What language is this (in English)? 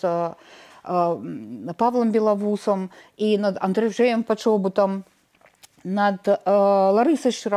Belarusian